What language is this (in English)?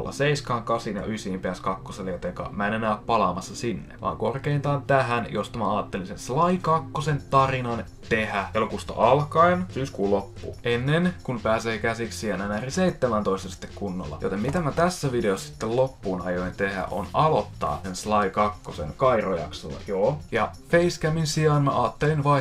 Finnish